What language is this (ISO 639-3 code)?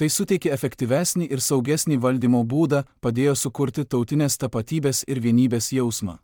lit